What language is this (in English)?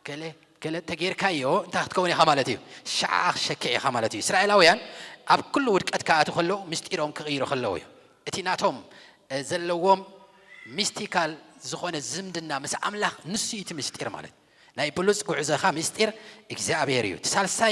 Tigrinya